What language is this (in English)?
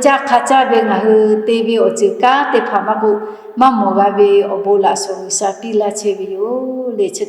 Lahu